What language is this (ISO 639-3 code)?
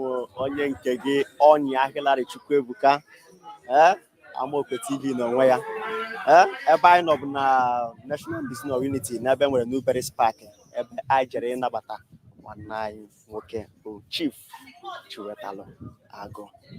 ibo